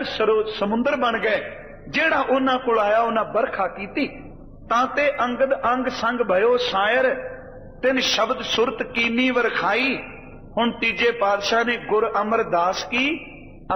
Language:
Punjabi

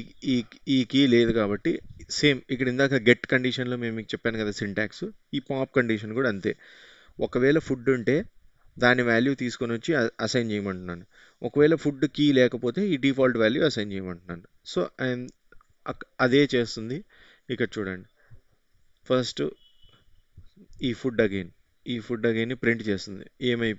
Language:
Telugu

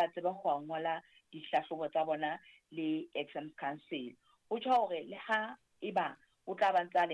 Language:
Southern Sotho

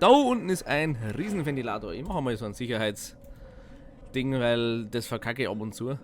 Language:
Bavarian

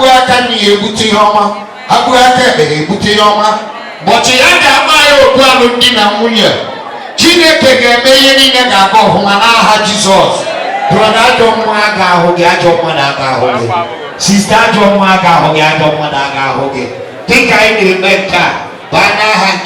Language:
Igbo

